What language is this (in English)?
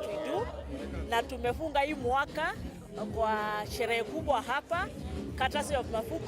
Meru